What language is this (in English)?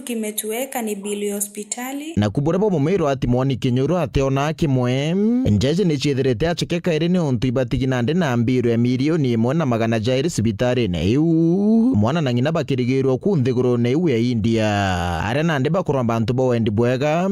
Meru